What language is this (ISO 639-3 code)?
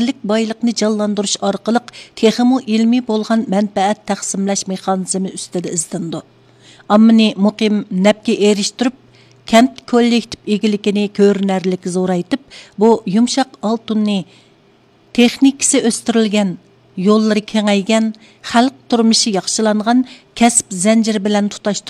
uig